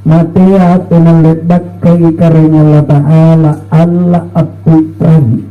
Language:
Makasar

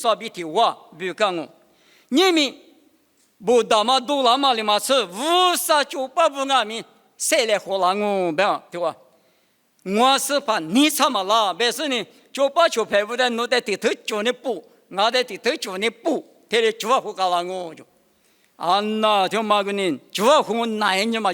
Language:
Lisu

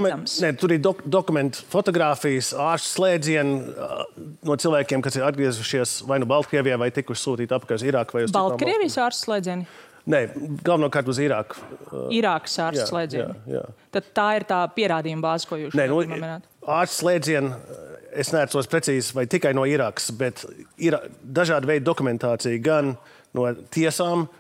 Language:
Latvian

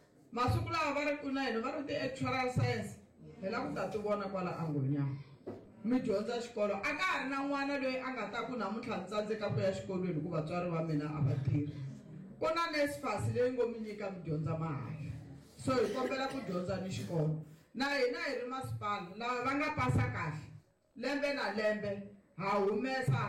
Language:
Tsonga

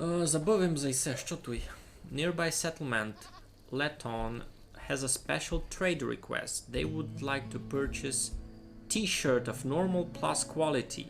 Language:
Rusyn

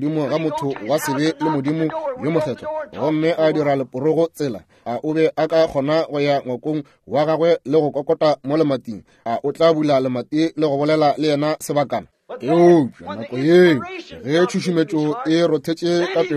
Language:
Northern Sotho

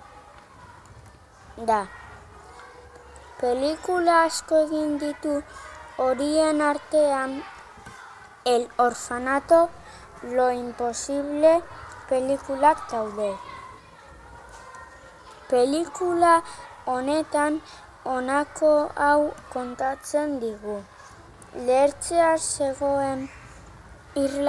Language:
Basque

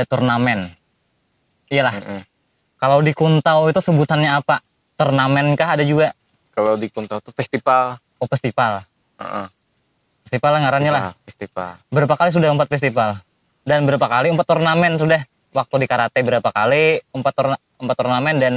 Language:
Banjar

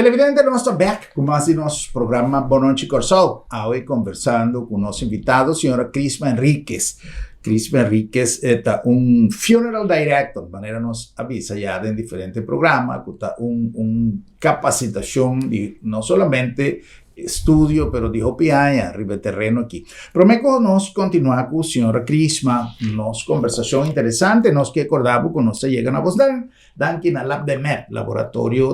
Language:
Papiamento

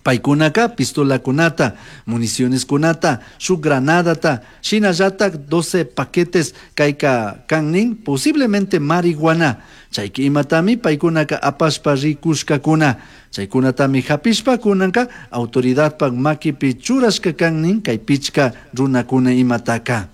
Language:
Chimborazo Highland Quichua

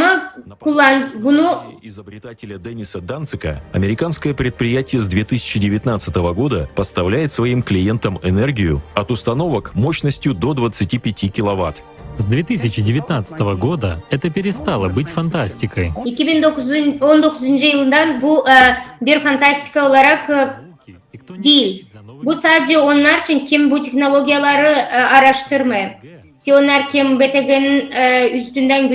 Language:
Gagauz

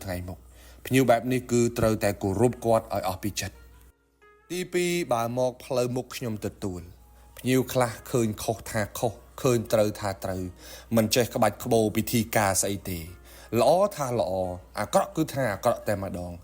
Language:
Khmer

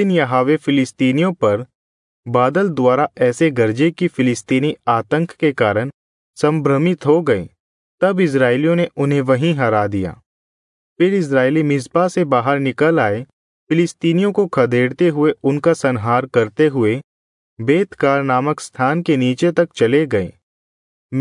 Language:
Hindi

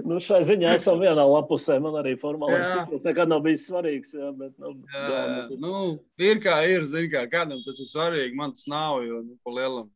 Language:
Latvian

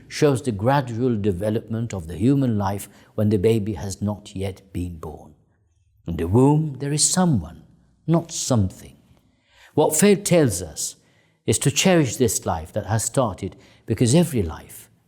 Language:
English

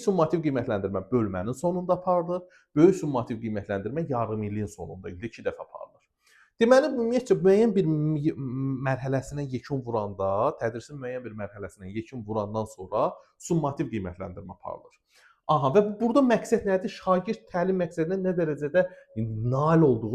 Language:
Azerbaijani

